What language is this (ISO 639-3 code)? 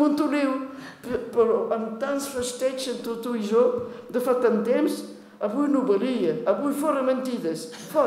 cat